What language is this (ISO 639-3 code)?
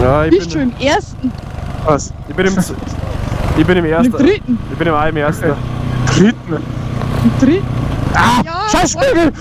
bar